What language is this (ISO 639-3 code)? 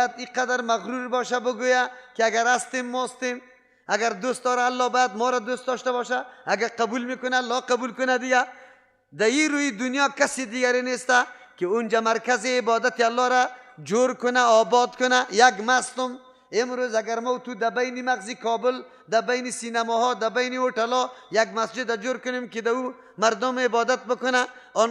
fas